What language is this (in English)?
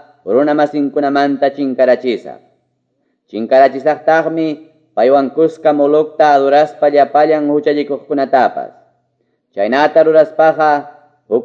Quechua